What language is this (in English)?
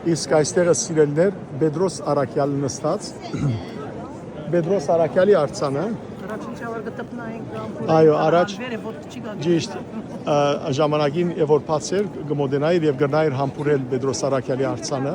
Western Armenian